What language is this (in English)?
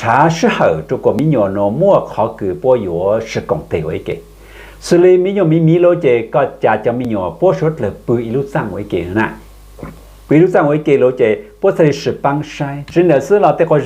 Hmong